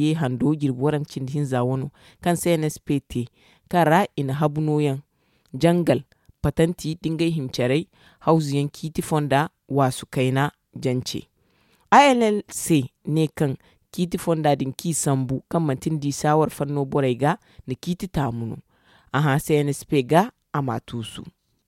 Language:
Zarma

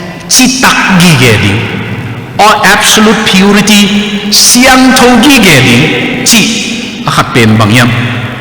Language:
Tedim Chin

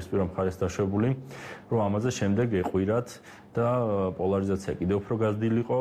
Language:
Georgian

